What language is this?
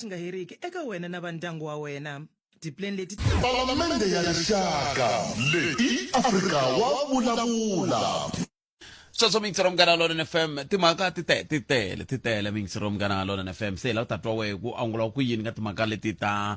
Tsonga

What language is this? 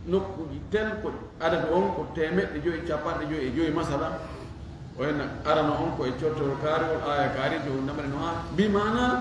Fula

